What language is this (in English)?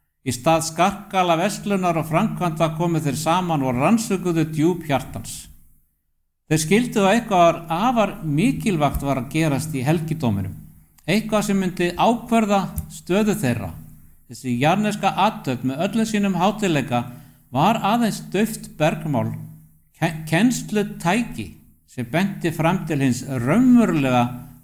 Icelandic